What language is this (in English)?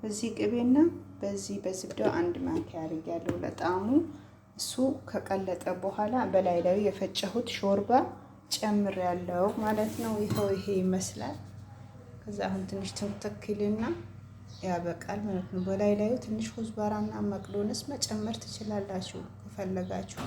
Amharic